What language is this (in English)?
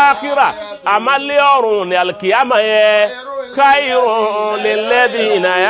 Yoruba